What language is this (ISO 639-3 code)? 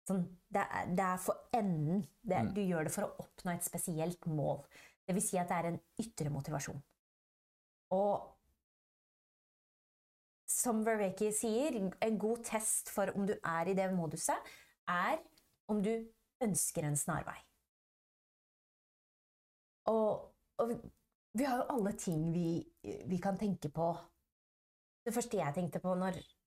nor